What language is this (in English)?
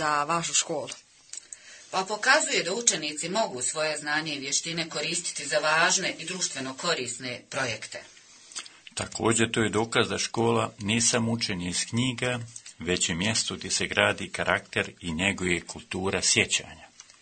Bosnian